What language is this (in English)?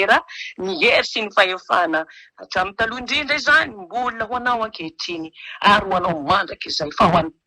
Malagasy